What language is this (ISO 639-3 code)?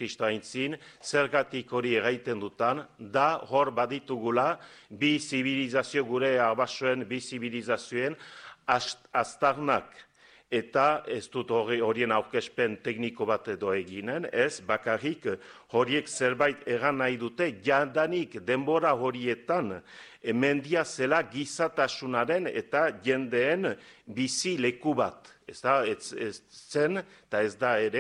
eus